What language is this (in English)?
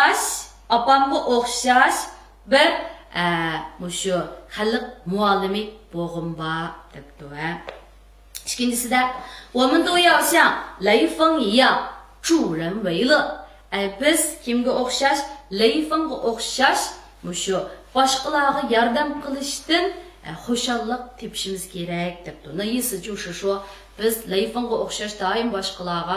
Uyghur